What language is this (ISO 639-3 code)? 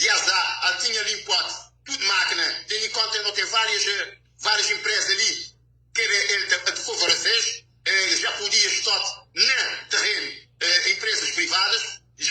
kea